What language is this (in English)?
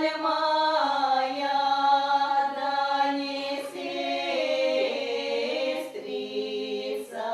Chuvash